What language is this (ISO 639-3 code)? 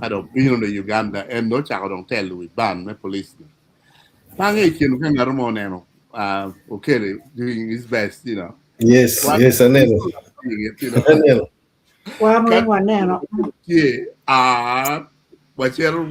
ach